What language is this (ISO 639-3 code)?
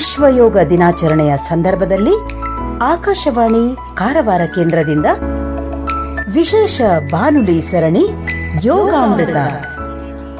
kan